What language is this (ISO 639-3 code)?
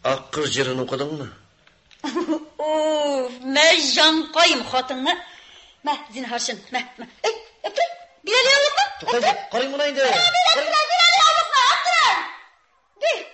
tat